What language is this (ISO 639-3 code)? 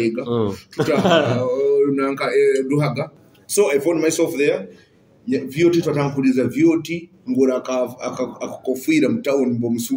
nyo